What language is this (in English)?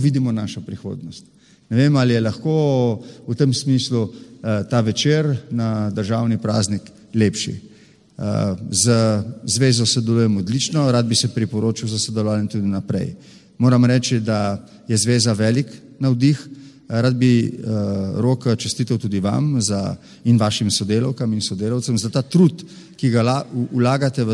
Slovenian